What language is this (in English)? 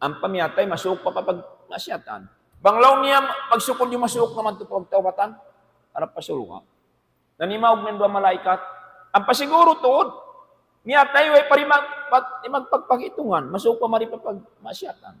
Tausug